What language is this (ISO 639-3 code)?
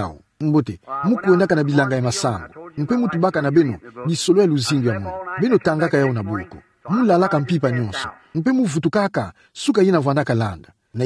ktu